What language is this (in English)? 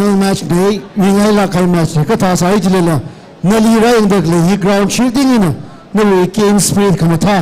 Tangkhul Naga (India)